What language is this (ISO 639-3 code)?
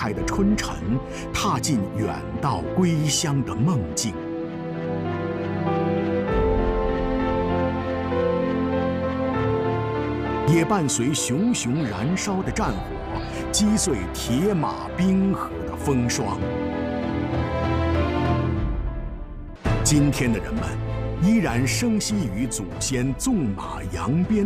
zho